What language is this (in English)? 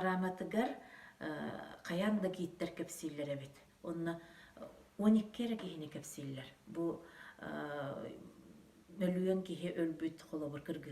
Yakut